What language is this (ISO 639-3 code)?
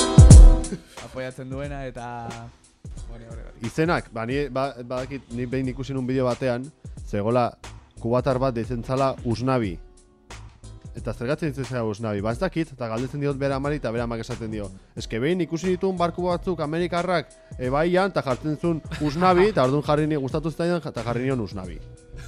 eus